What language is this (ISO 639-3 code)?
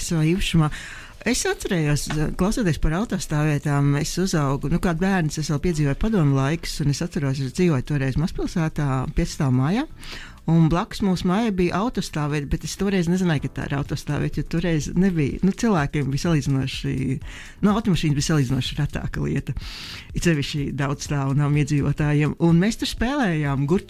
lav